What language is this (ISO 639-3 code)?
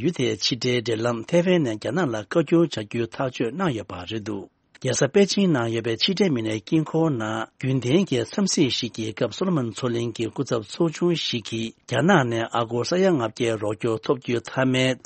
bod